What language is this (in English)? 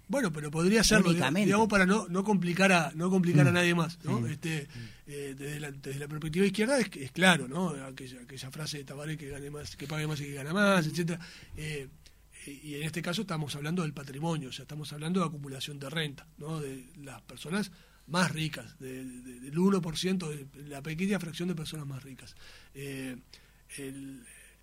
Spanish